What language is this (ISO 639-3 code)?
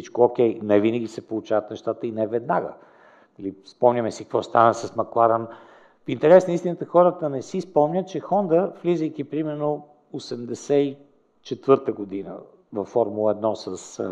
bul